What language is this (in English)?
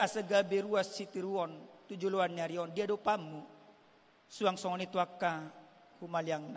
Batak Toba